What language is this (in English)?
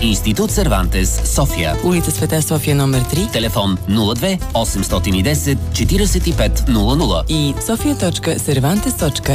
Bulgarian